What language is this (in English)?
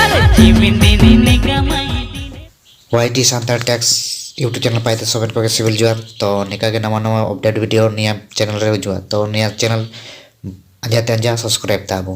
Santali